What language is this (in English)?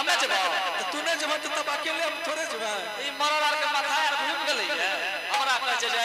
Angika